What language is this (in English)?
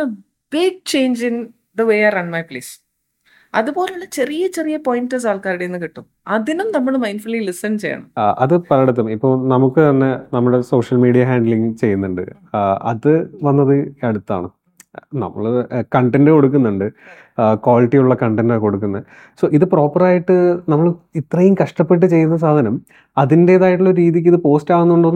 Malayalam